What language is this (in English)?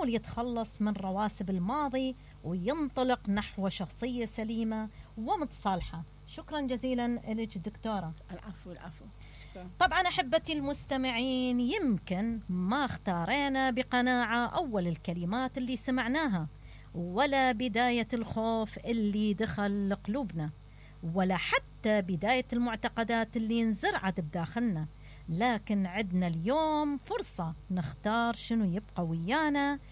Mesopotamian Arabic